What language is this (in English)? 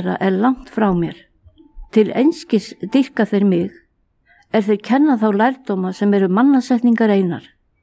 Icelandic